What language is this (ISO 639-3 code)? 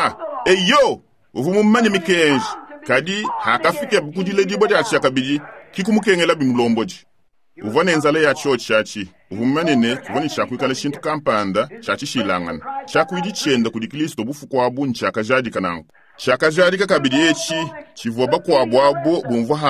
lua